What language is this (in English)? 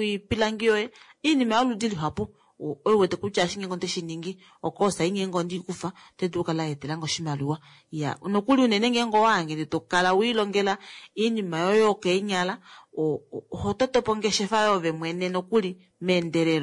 Kuanyama